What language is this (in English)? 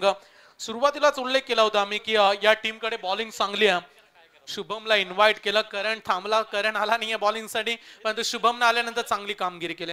Marathi